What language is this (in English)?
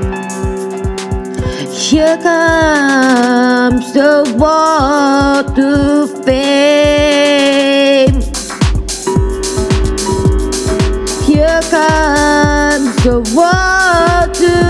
English